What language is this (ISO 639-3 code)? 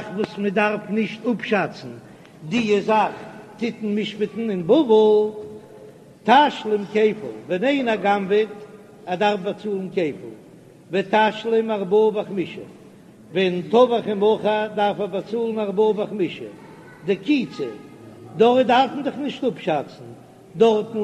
yid